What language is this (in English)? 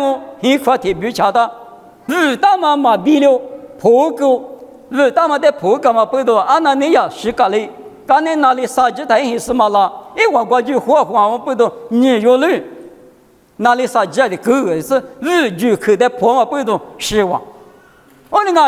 Lisu